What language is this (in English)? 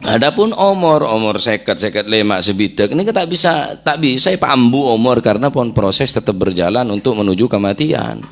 Madurese